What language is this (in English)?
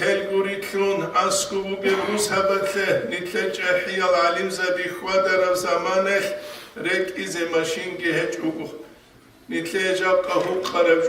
Avaric